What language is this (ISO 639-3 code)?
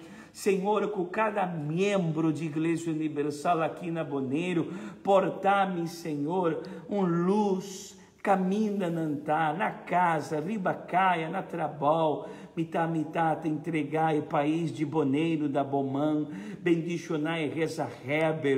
pap